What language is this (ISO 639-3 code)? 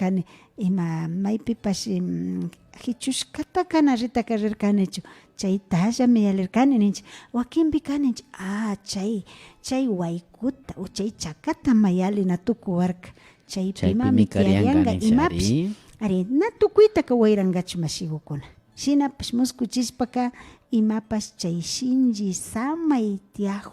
qvi